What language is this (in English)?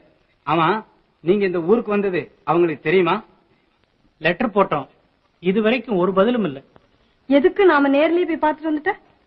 Tamil